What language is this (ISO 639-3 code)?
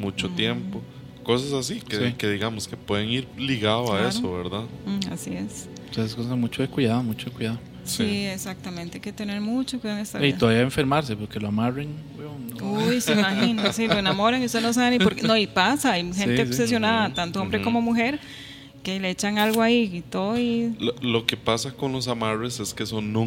spa